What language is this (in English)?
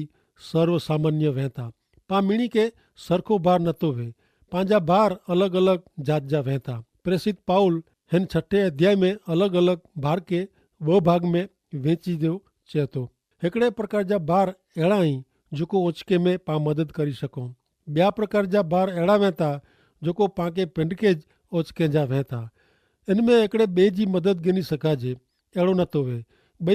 Kachhi